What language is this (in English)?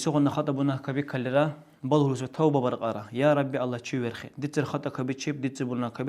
Dargwa